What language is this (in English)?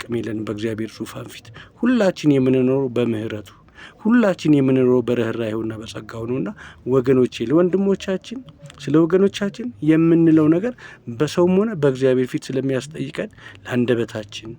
Amharic